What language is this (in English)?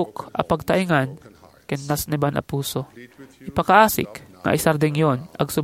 Iloko